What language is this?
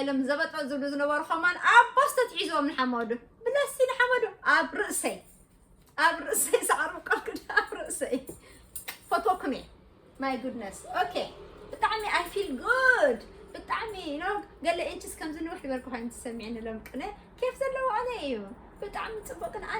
Tigrinya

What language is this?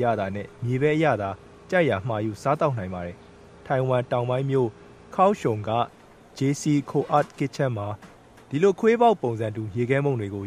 Burmese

